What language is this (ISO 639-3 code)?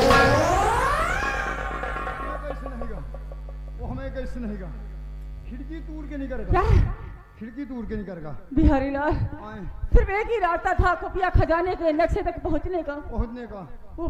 hin